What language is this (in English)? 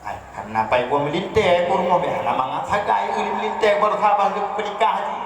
Achinese